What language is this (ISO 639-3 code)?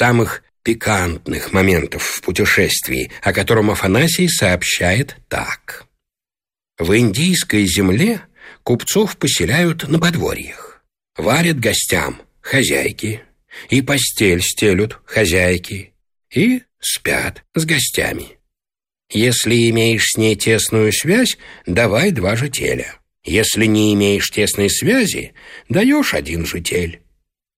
rus